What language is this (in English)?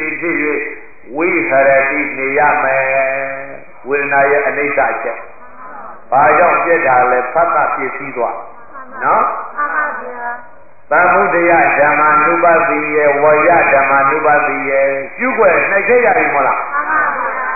Burmese